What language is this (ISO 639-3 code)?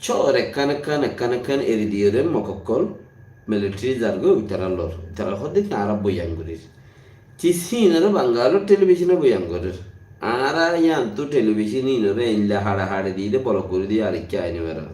rhg